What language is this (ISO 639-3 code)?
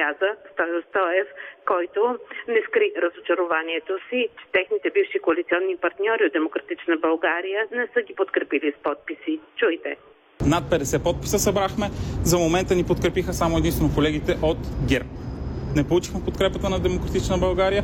bul